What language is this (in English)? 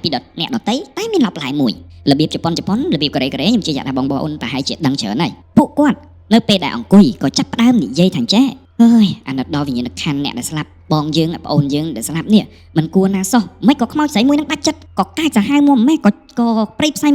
Khmer